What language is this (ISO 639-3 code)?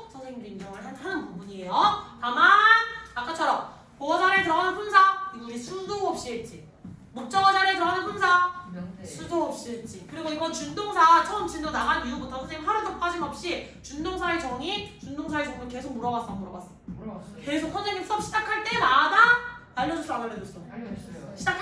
kor